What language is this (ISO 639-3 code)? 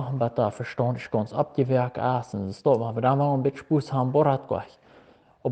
pdt